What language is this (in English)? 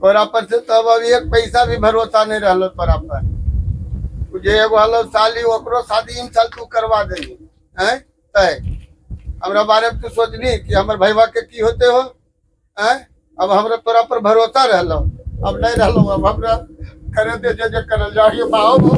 Magahi